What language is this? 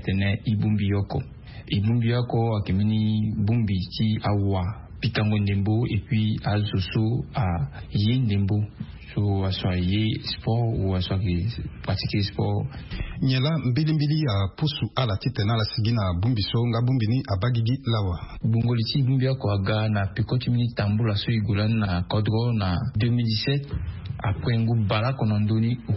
Sango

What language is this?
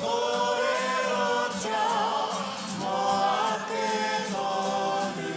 Māori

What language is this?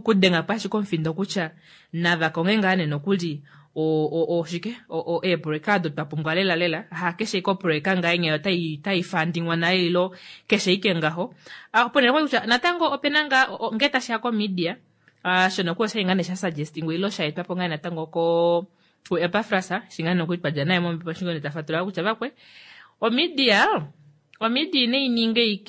Kuanyama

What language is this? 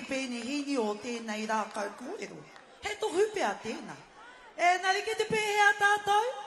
Māori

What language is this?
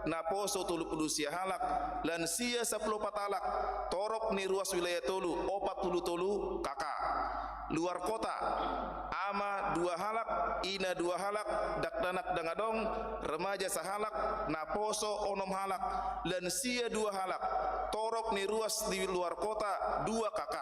Batak Toba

